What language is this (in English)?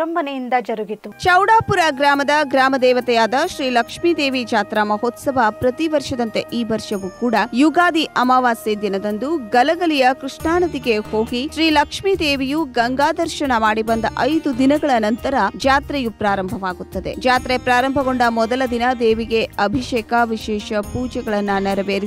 Kannada